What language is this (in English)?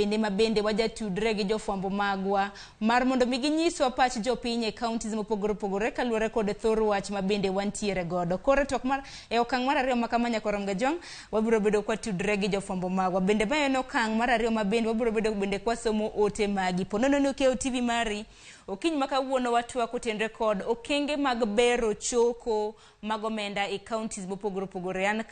Luo (Kenya and Tanzania)